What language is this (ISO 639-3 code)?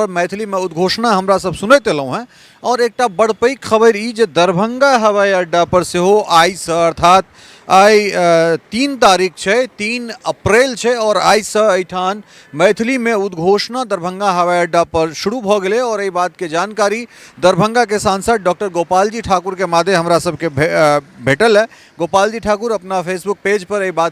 mai